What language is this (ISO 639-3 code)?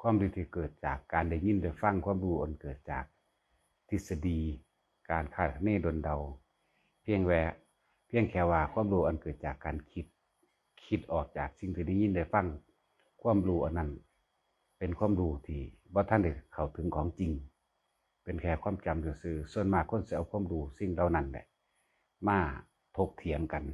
tts